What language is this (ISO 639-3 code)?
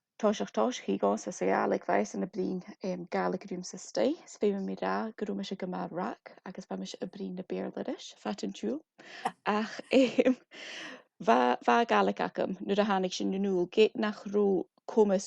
gla